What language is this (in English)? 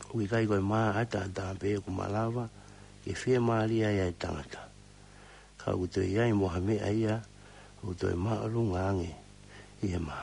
Tongan